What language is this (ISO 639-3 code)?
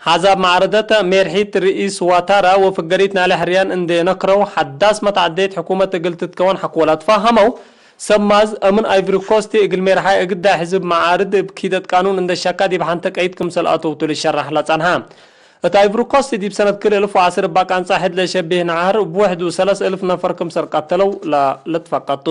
tig